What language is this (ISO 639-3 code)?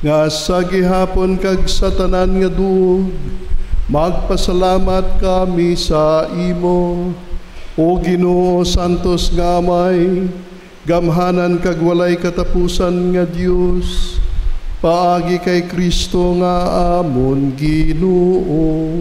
hil